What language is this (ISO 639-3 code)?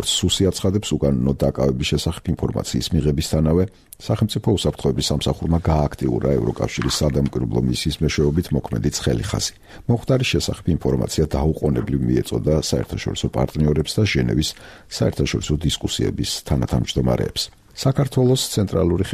kat